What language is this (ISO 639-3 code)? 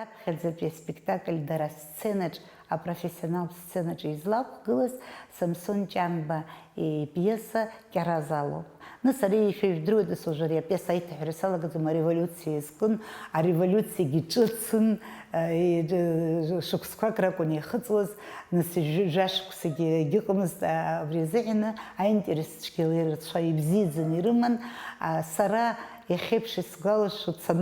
abk